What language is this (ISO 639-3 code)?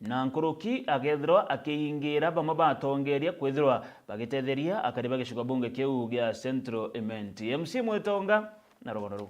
mer